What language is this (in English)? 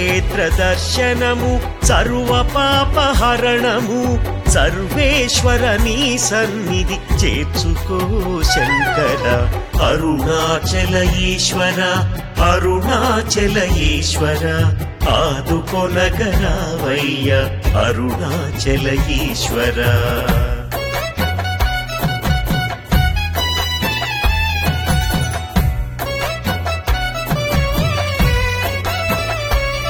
Telugu